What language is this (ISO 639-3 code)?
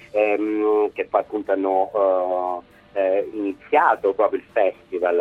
ita